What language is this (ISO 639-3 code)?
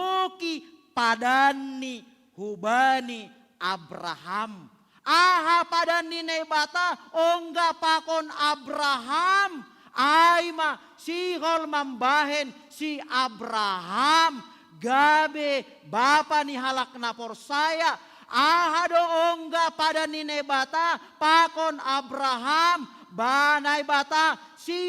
bts